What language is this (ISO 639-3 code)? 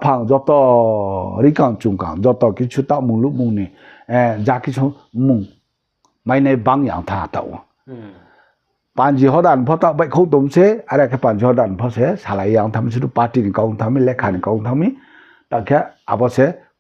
ria